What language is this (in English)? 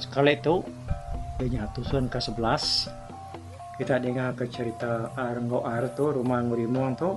Iban